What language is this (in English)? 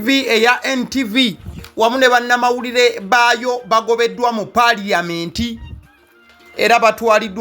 Ganda